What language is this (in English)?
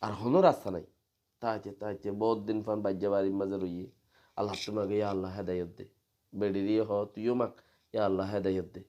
Rohingya